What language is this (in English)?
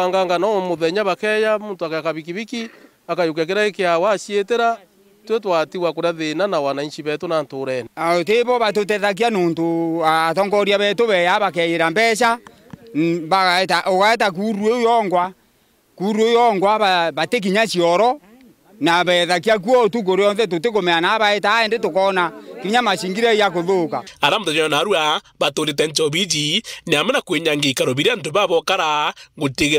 Meru